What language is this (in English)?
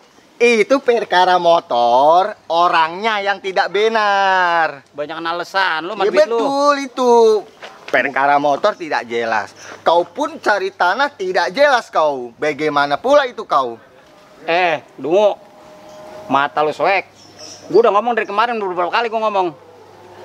Betawi